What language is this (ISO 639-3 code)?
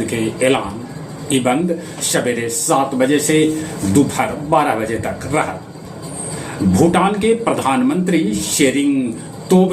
mag